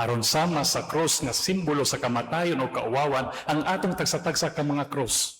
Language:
Cebuano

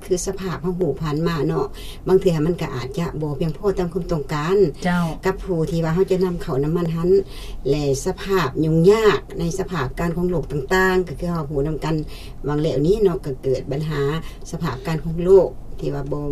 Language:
Lao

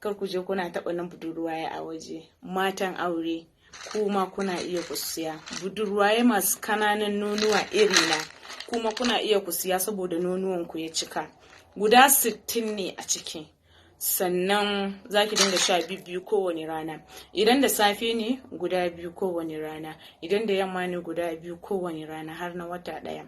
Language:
Hausa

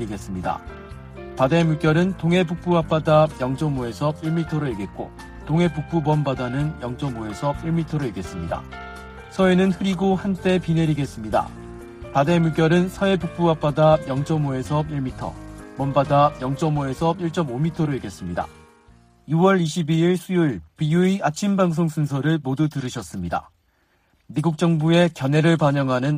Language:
Korean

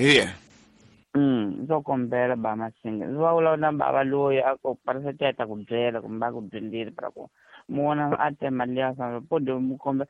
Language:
Tsonga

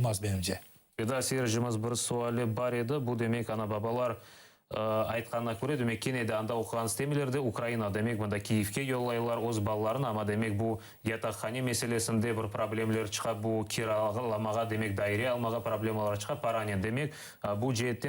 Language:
Crimean Tatar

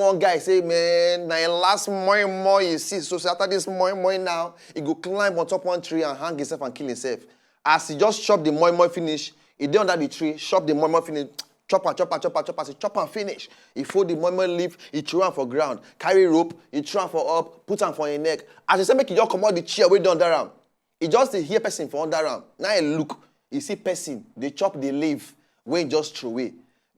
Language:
Nigerian Pidgin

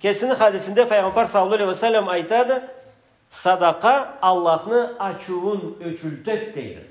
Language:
Karachay-Balkar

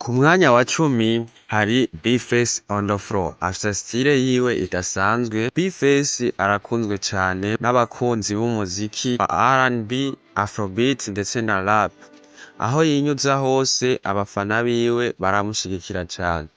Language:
Rundi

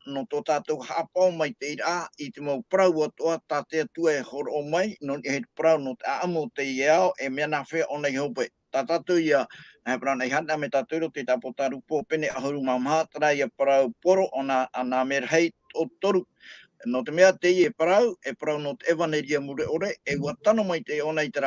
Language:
Tahitian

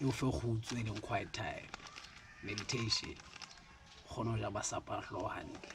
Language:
Southern Sotho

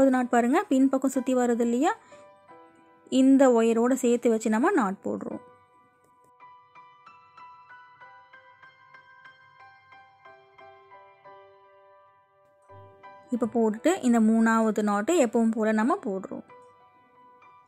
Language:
Tamil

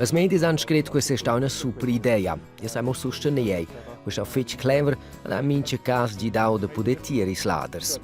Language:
Romansh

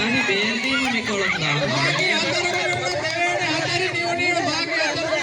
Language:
Divehi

